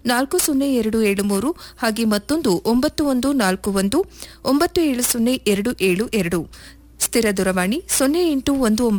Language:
Kannada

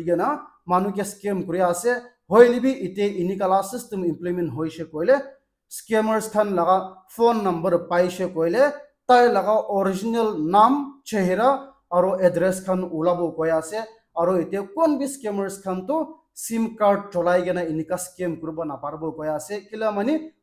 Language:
Naga Pidgin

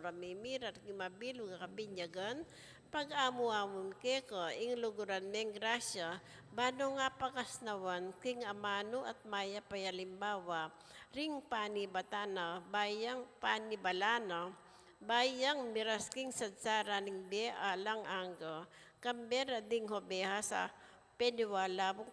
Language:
Pampanga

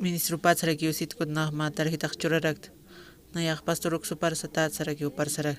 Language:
Aymara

